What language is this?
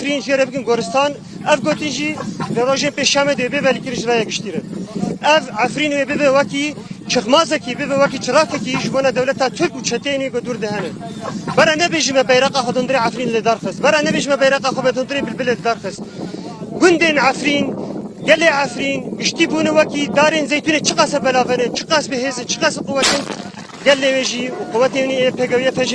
Kurdish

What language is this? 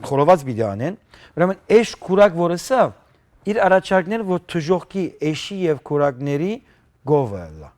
Western Armenian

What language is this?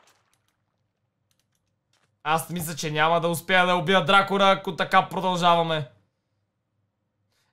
Bulgarian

